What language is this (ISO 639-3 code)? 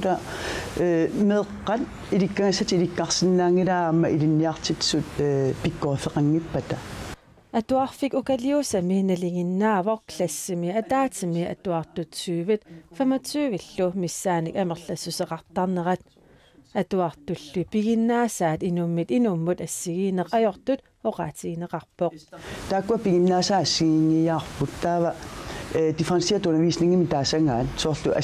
kal